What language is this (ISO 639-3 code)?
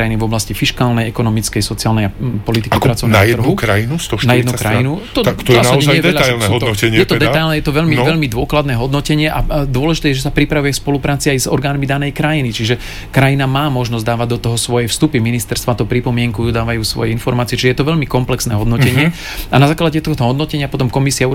slk